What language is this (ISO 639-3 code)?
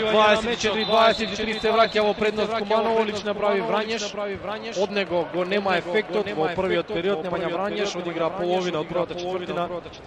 mkd